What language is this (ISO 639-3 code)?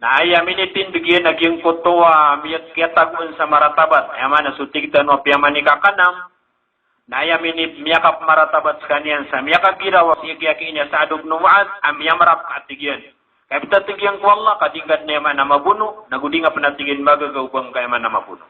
mrw